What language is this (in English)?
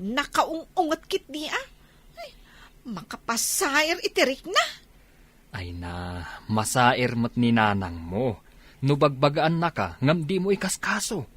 Iloko